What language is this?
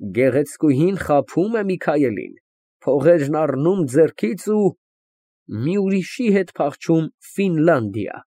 Armenian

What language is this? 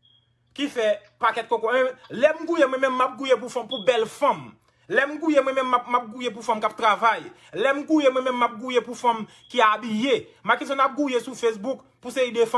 Haitian Creole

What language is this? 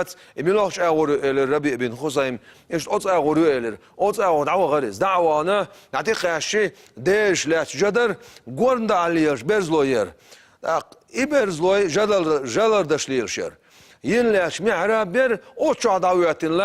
Chechen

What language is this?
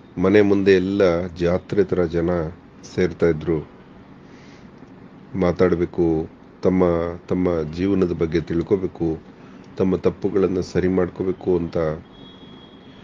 Kannada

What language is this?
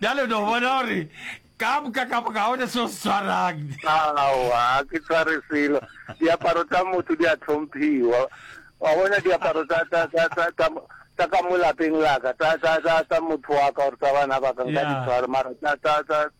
Northern Sotho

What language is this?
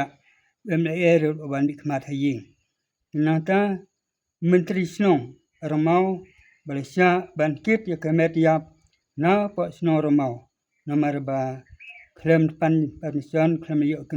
Khasi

